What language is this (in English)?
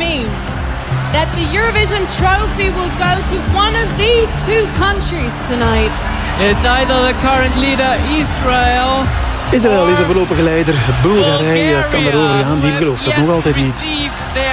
Dutch